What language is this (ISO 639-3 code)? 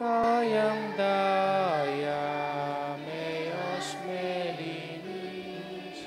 pam